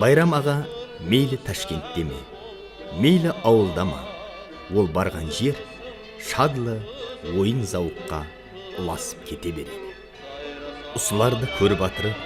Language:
Kara-Kalpak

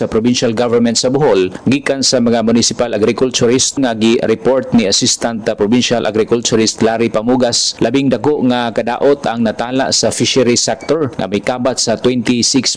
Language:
Cebuano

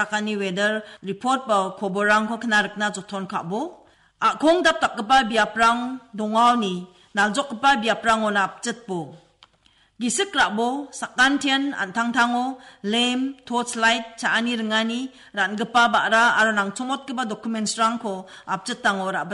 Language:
Garo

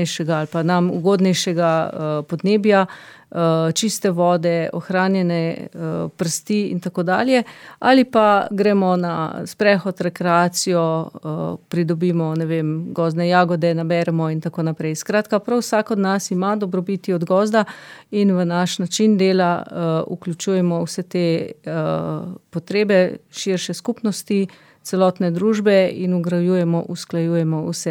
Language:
Slovenian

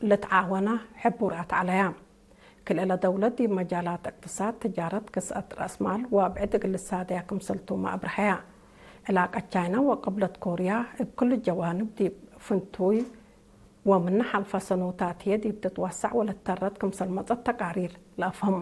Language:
Tigre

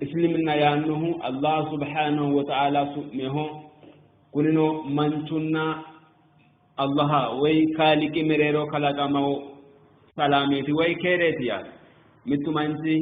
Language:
Sidamo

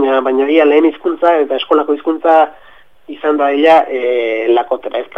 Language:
Basque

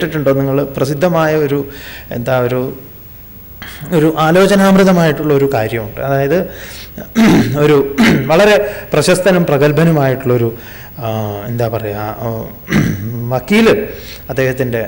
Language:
Malayalam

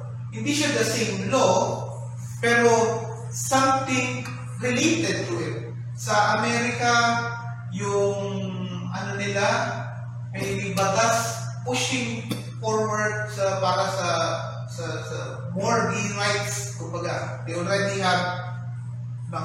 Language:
Filipino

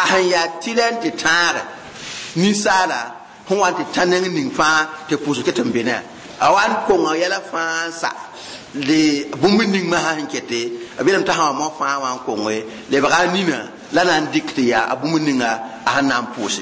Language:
Mossi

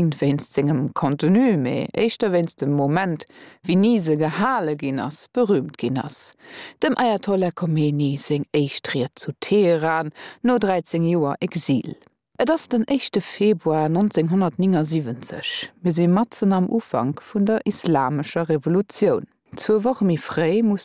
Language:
Luxembourgish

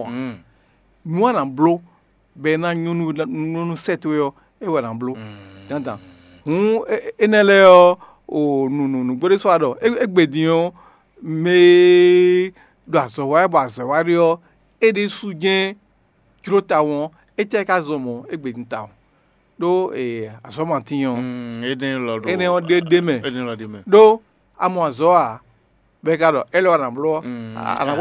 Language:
Fon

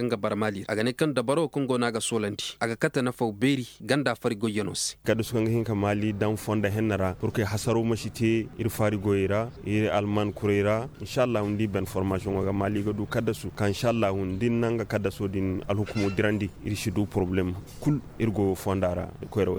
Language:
Koyraboro Senni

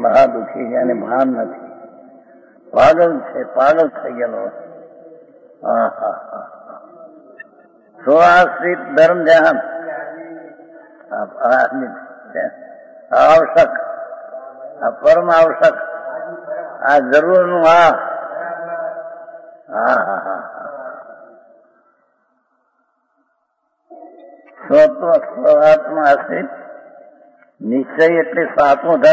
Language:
Gujarati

